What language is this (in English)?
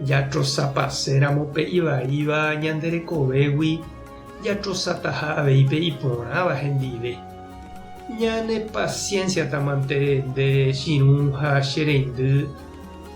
Guarani